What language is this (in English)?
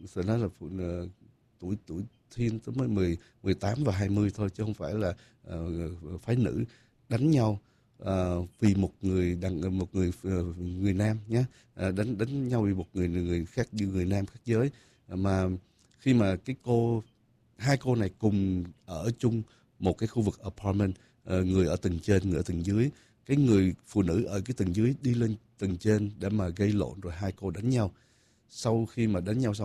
Vietnamese